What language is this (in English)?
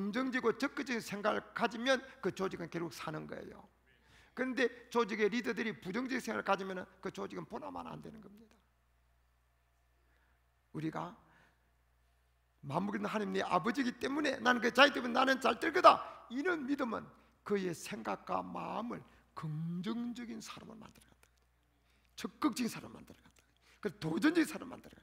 Korean